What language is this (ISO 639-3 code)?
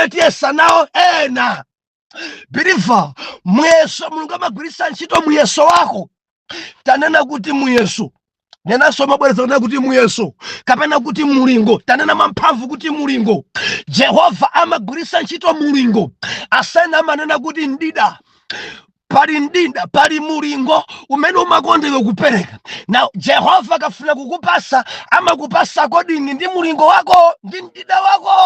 nya